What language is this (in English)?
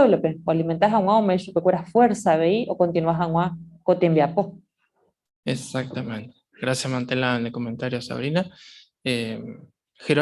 Guarani